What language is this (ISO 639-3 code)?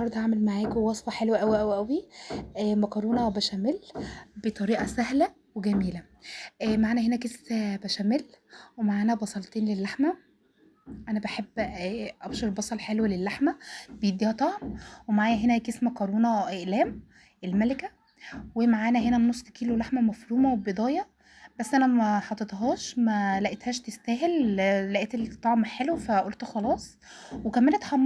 arz